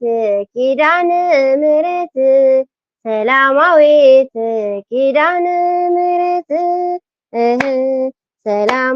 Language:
Tigrinya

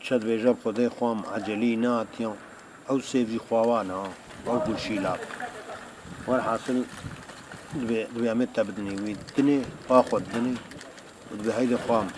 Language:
Kurdish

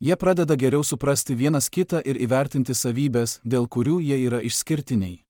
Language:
Lithuanian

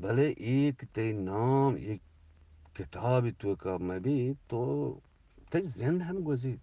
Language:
Eastern Balochi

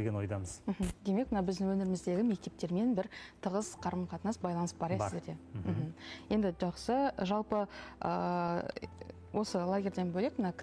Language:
Kazakh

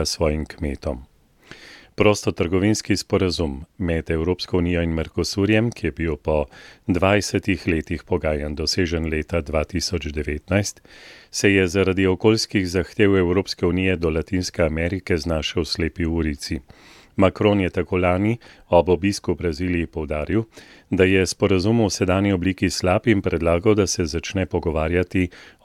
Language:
Slovenian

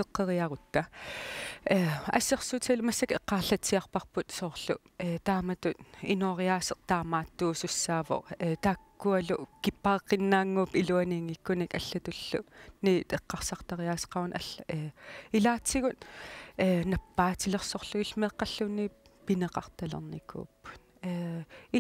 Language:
Kalaallisut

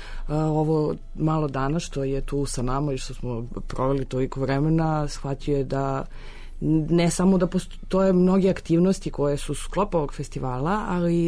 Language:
Serbian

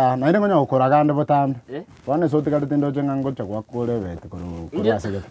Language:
Gusii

